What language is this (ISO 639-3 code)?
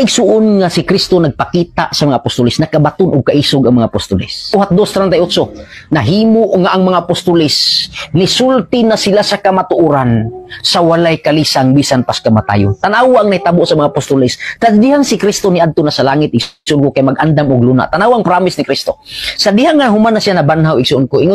ceb